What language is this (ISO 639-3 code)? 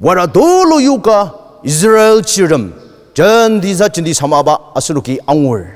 njo